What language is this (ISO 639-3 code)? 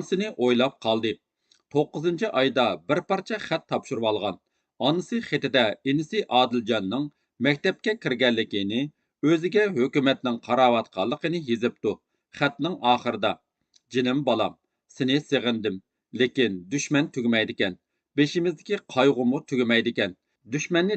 uig